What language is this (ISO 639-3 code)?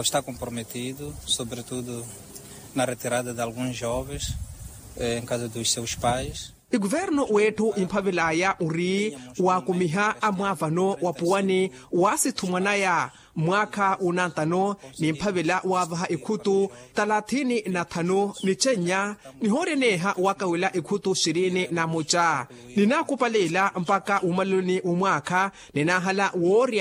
vmw